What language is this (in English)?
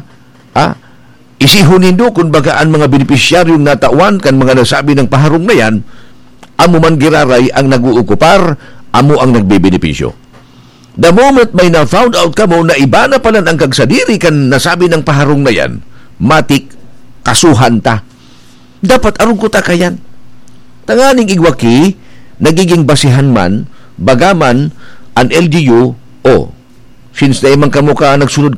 Bikol